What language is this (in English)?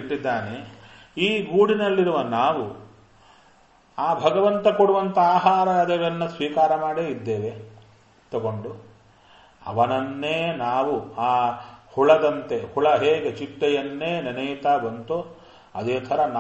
Kannada